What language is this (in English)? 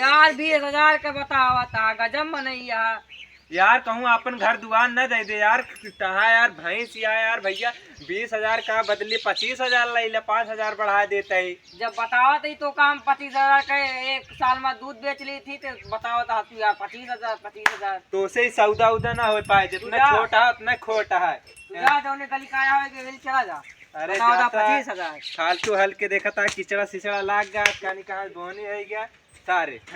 Awadhi